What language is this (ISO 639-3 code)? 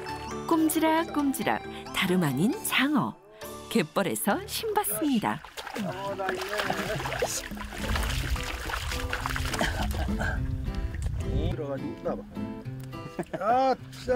kor